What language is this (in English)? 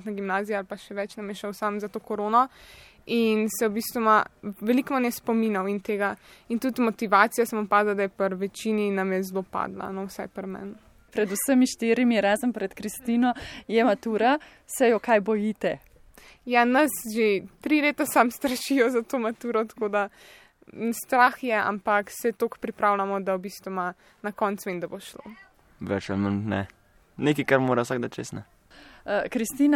Slovenian